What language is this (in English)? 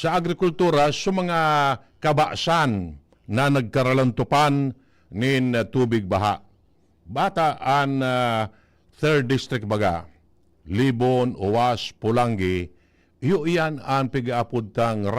Bikol